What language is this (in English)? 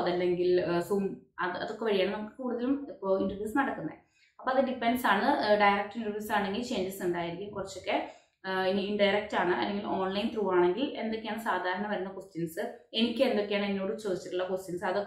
Malayalam